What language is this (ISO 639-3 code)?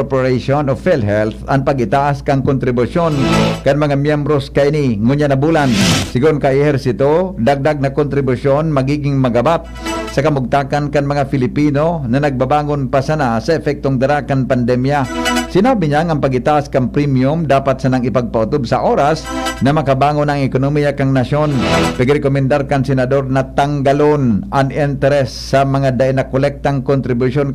bik